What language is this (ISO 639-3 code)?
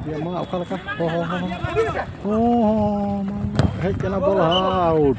sat